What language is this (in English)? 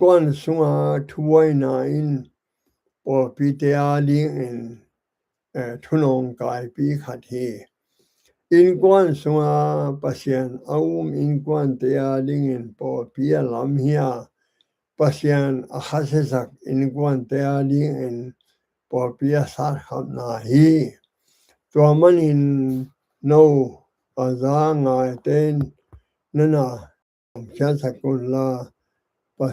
Tedim Chin